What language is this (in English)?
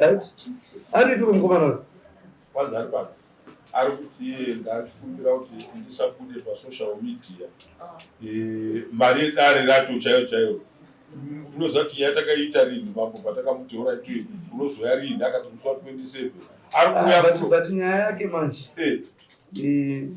Shona